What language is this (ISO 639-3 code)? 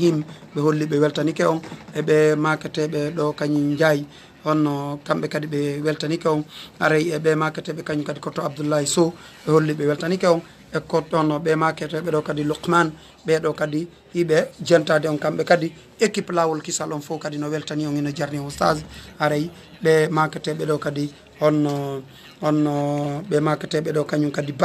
ful